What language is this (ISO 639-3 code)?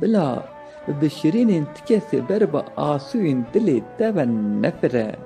kur